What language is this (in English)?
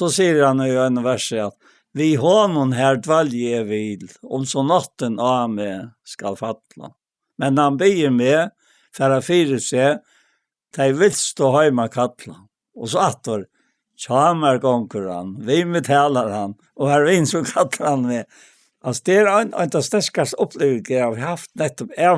Faroese